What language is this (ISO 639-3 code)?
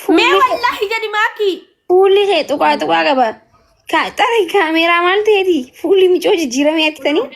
orm